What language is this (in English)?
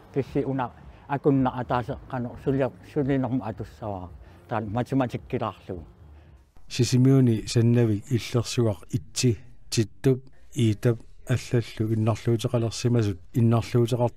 Kalaallisut